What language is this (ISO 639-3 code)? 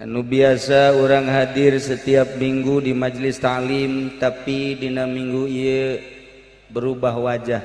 sun